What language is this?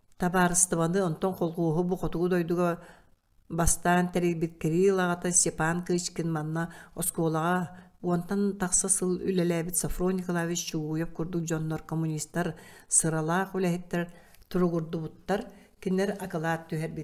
Yakut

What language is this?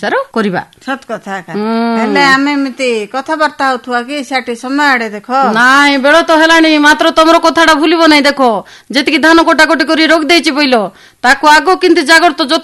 Odia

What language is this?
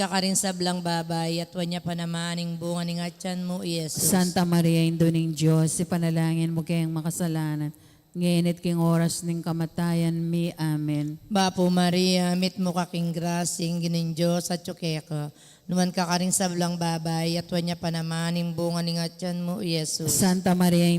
Pampanga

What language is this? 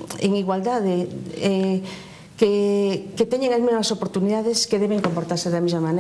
Galician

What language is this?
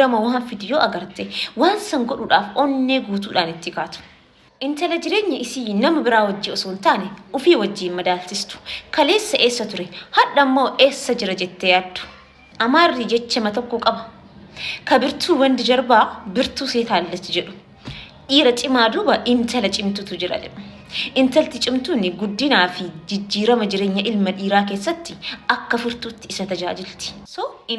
Oromo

